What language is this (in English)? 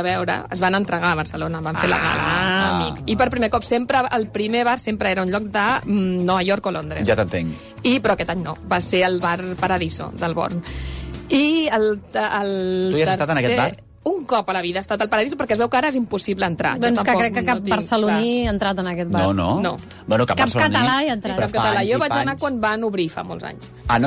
Catalan